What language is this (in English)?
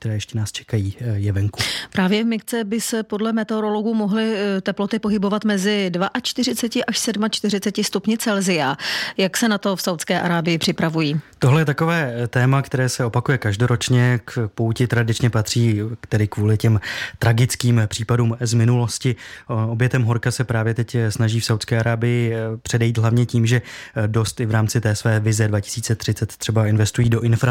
Czech